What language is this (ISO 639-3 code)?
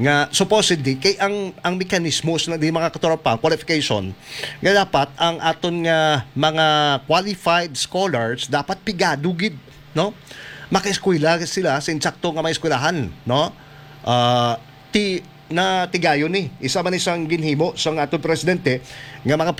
hil